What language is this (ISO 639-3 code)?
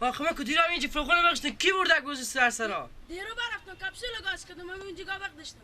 fas